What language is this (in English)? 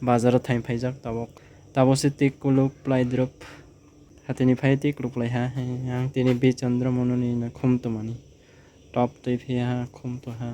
Kok Borok